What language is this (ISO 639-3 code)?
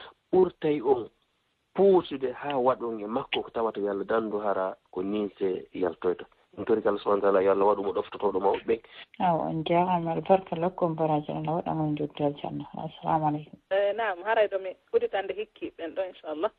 ful